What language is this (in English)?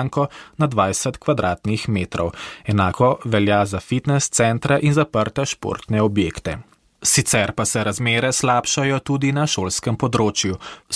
Slovenian